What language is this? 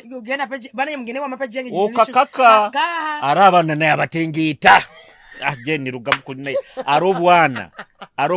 Nyoro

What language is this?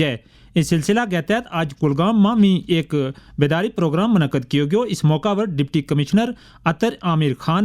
Gujari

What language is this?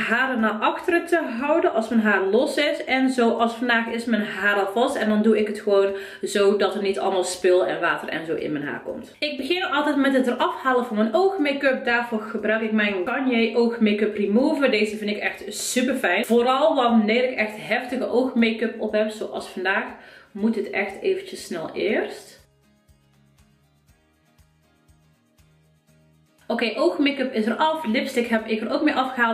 Dutch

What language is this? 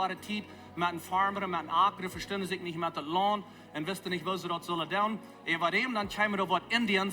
Plautdietsch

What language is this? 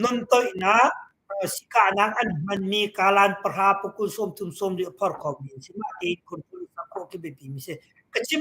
Hakha Chin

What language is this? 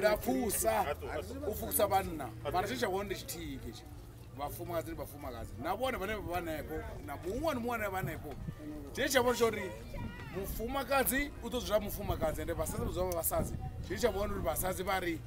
Venda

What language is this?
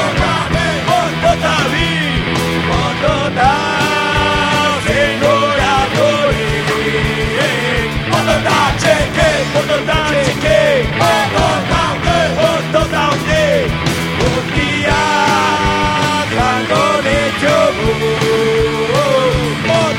Basque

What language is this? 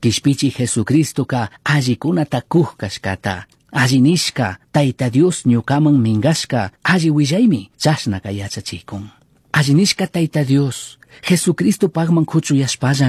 Chimborazo Highland Quichua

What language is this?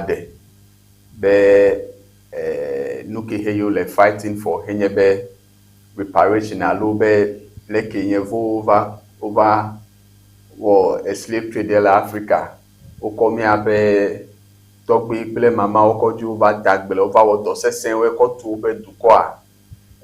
Ewe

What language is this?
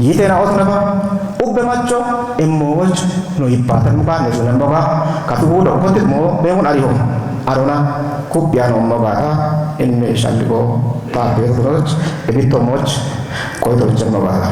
Kafa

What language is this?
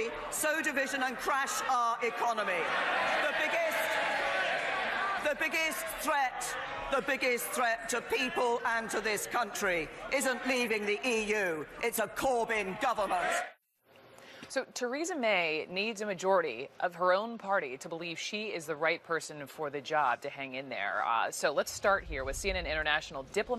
English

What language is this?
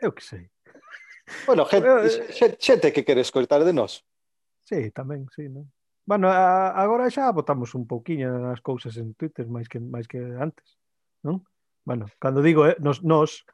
Galician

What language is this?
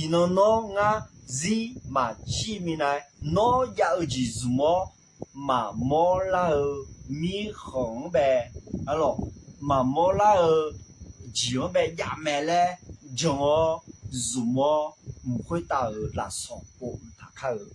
Akha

